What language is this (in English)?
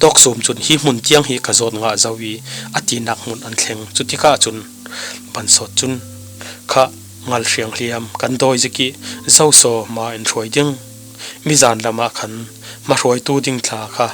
Falam Chin